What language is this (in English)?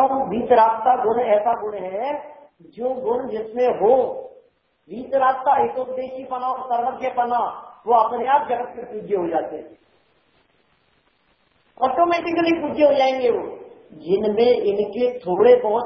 Hindi